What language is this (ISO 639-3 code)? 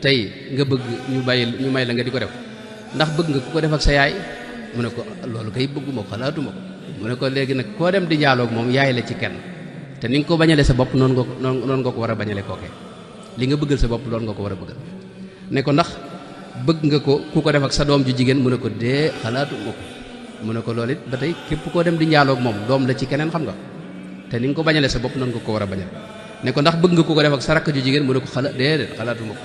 wol